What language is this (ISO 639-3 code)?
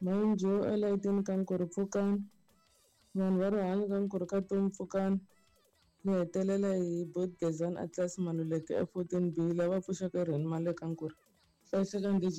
tso